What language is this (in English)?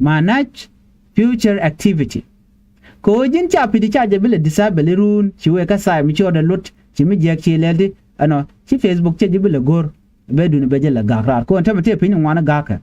Nuer